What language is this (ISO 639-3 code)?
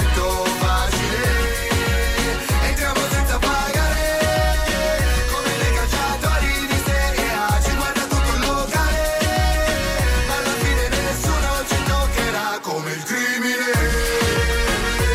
ita